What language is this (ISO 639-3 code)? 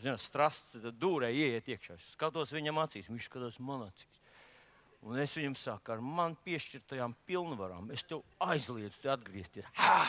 lav